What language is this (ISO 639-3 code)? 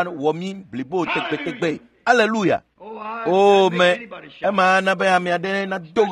ewe